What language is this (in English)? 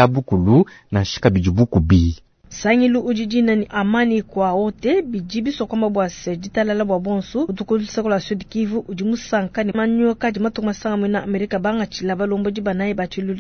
Luba-Lulua